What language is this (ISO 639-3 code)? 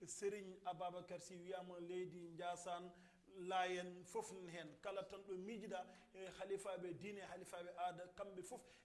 ful